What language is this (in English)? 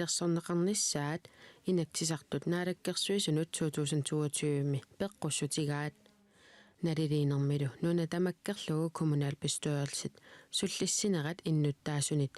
Kalaallisut